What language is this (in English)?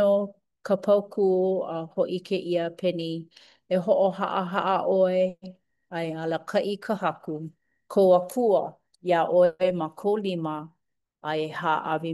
Hawaiian